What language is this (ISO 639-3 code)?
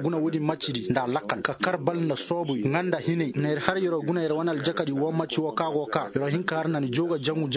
ses